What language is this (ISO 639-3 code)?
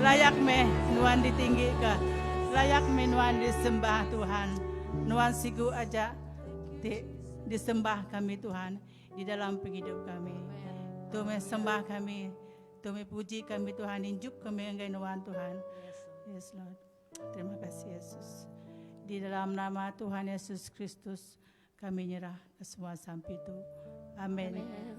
iba